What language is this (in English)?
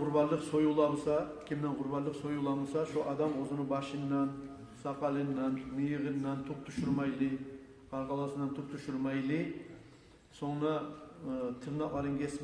Kumyk